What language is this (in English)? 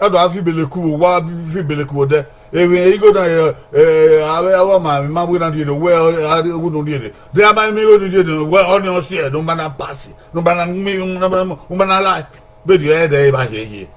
Bini